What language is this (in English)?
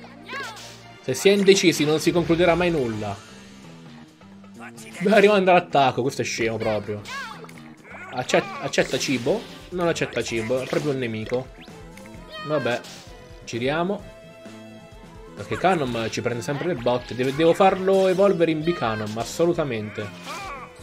Italian